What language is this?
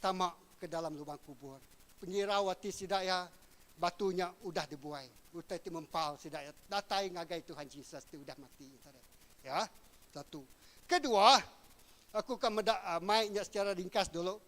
Iban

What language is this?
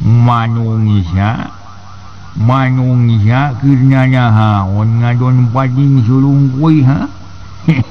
Sundanese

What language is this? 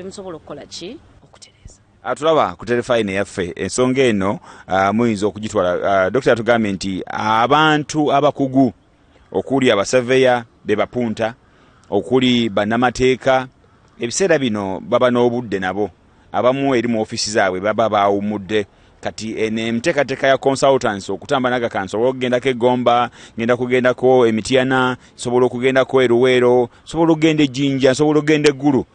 Ganda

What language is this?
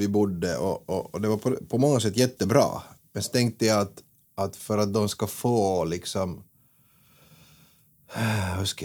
Swedish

